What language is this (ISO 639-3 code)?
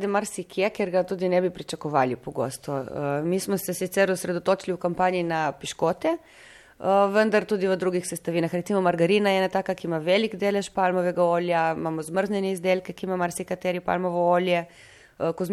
slv